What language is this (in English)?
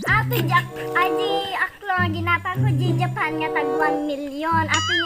Iloko